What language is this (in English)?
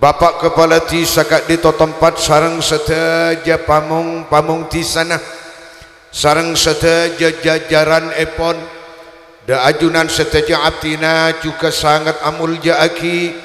Madurese